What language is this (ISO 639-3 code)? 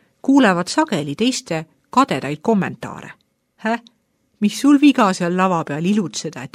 est